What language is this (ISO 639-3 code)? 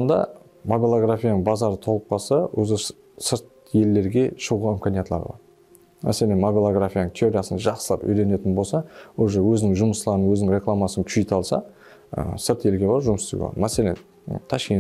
kaa